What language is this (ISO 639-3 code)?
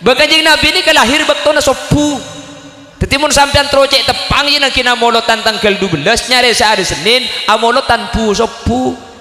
mad